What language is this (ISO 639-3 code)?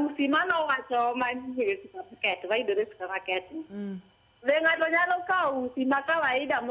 luo